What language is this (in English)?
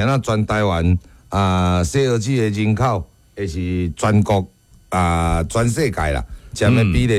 Min Nan Chinese